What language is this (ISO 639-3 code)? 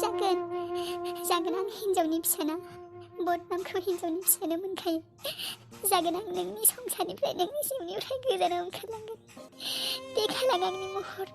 brx